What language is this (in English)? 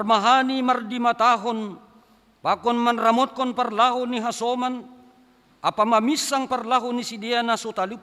Batak Simalungun